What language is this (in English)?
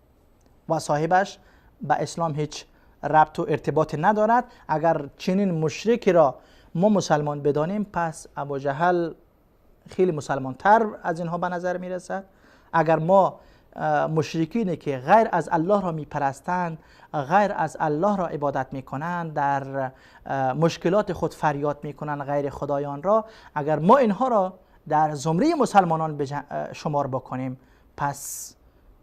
Persian